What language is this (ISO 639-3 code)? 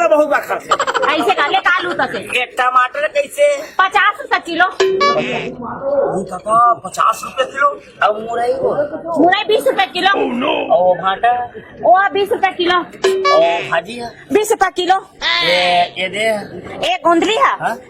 hne